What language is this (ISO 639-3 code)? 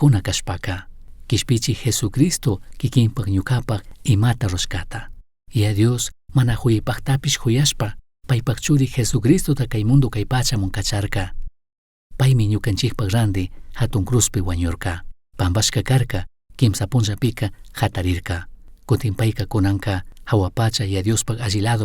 qug